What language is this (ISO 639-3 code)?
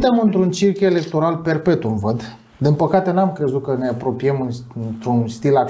ron